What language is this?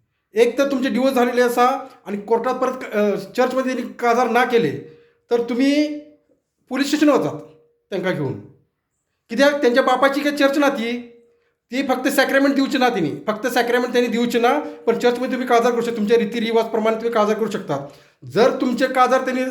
Konkani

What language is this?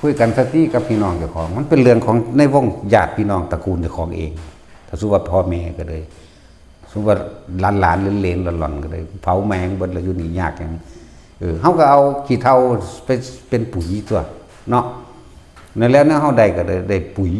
Northeastern Thai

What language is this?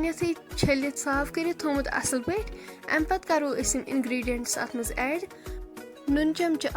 Kashmiri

